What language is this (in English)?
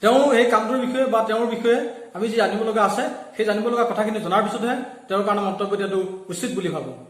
Assamese